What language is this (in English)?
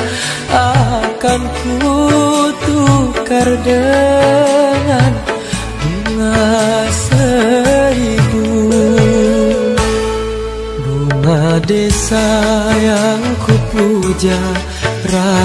Malay